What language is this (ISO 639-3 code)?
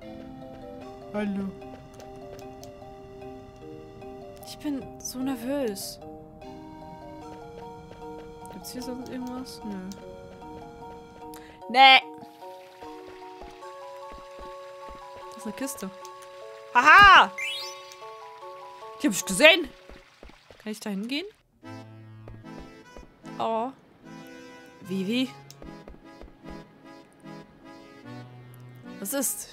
deu